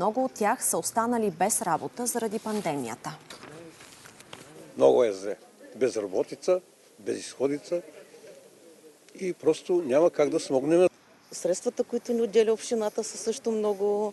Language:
Bulgarian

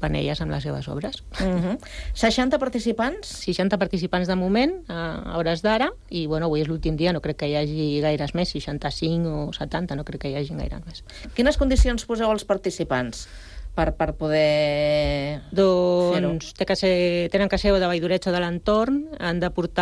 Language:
Catalan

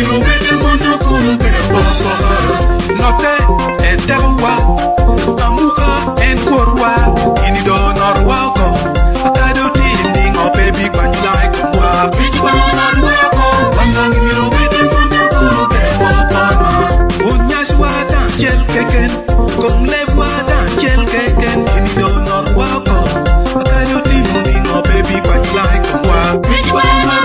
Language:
Lango (Uganda)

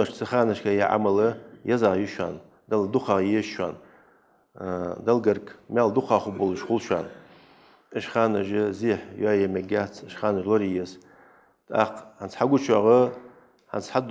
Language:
Ingush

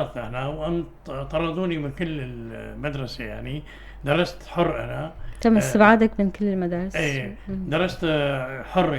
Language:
North Levantine Arabic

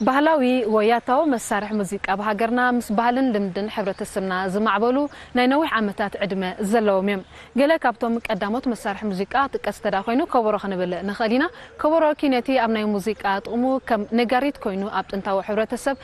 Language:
Tigrinya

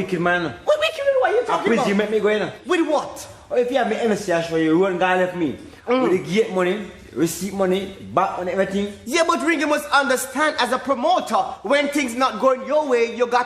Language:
Jamaican Creole English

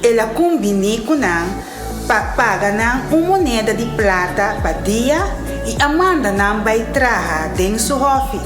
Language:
Papiamento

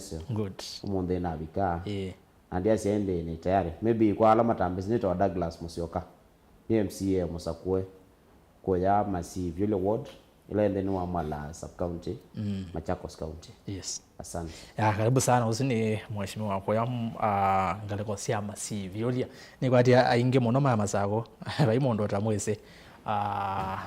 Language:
Kamba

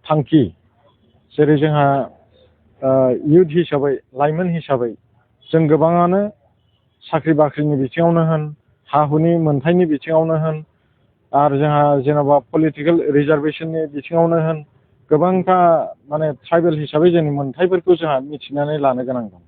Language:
Bodo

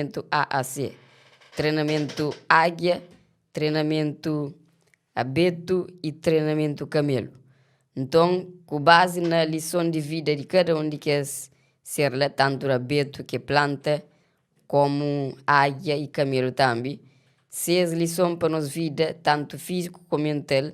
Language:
Kabuverdianu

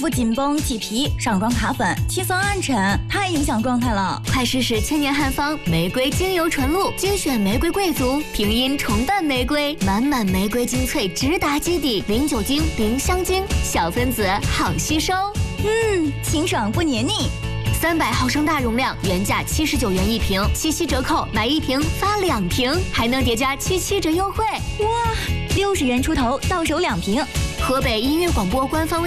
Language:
Chinese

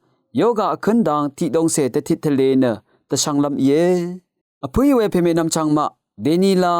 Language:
Rawang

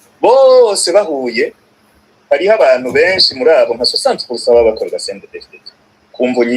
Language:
Rundi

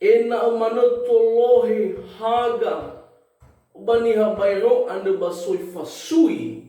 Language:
Nias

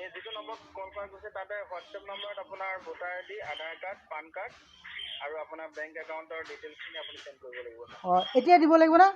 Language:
Assamese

